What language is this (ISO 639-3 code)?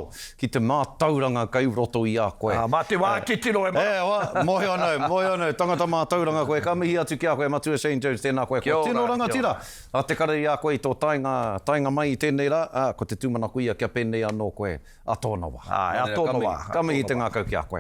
mri